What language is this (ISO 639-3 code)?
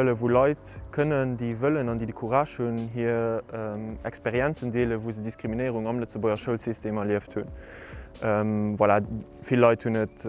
ltz